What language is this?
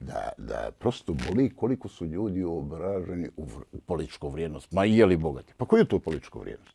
Bosnian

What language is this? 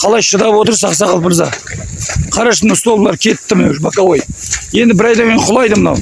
Kazakh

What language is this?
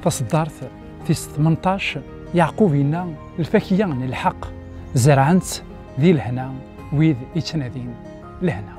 Kabyle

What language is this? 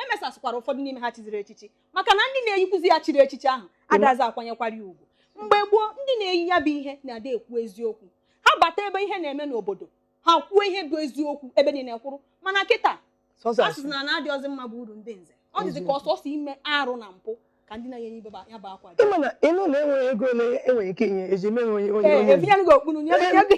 Igbo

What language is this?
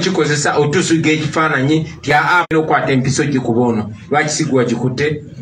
Ganda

